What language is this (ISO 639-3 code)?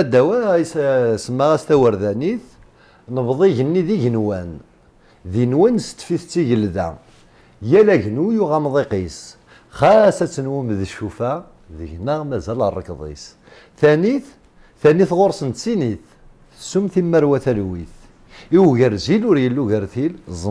kab